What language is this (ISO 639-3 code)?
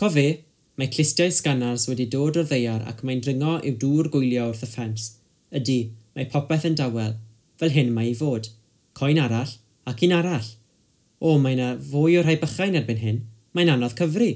cym